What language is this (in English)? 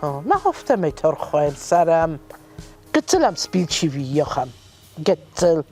Ossetic